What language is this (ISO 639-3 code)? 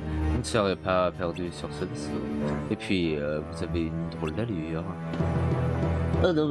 fra